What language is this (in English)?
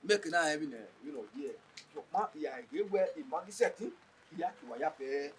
Bini